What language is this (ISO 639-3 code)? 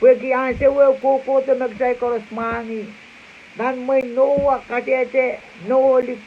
pon